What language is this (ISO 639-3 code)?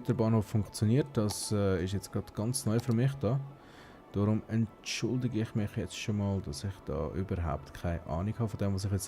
gsw